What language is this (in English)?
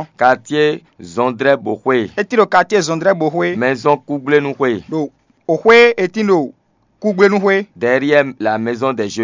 Fon